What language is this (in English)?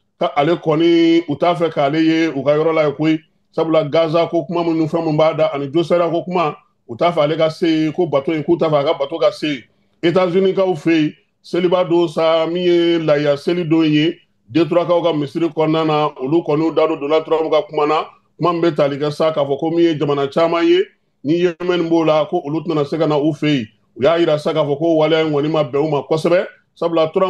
Bambara